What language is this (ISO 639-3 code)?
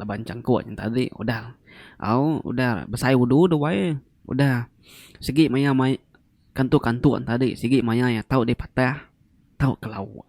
iba